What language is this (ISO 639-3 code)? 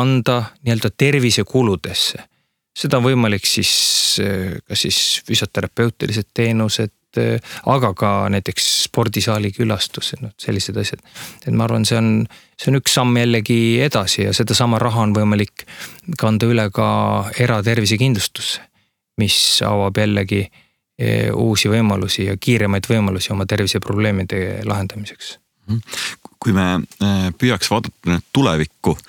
est